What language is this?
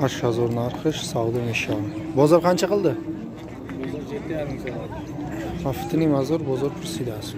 Tajik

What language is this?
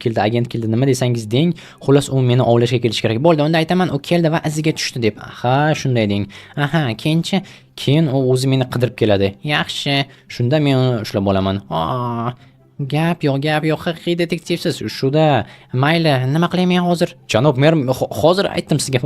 Uzbek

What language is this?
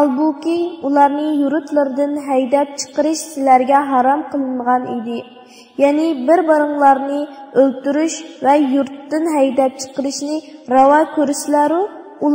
Uyghur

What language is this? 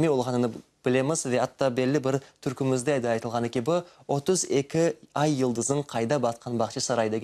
Crimean Tatar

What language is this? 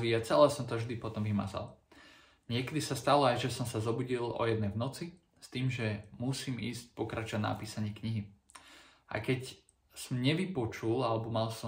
Slovak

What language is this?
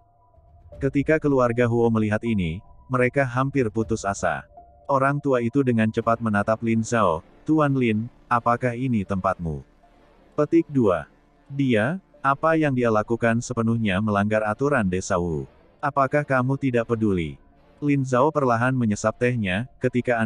Indonesian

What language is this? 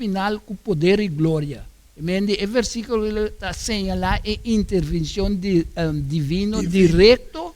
Papiamento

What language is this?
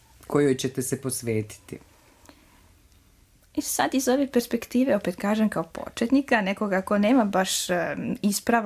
Serbian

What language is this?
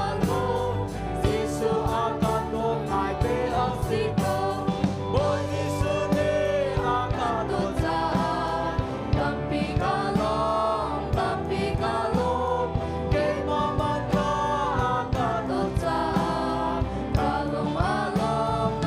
Hakha Chin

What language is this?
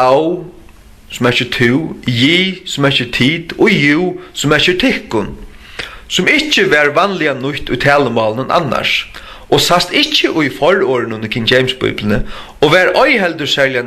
Faroese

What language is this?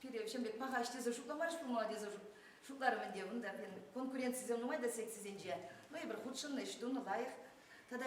Chuvash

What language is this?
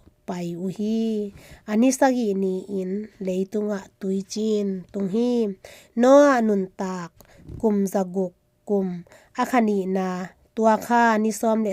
Tedim Chin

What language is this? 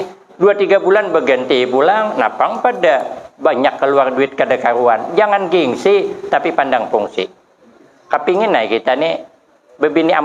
Banjar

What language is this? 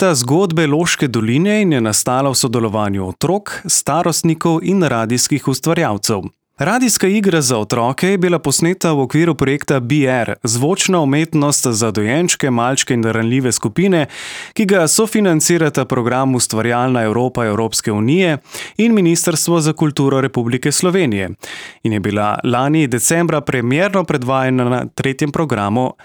Slovenian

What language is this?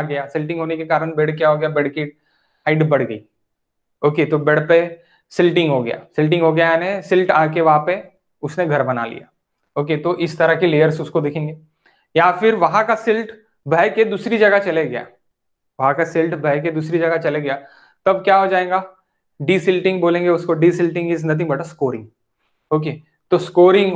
Hindi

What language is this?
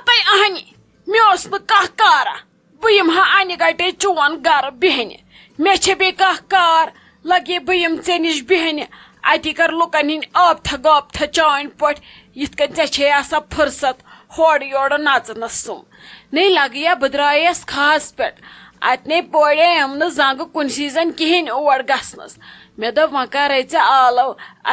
Kashmiri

